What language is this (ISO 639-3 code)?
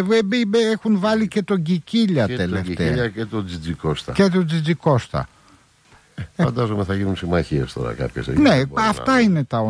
ell